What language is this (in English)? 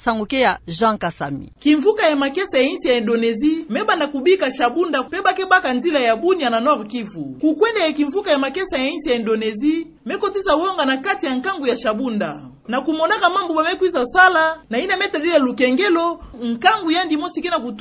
Kituba (Democratic Republic of Congo)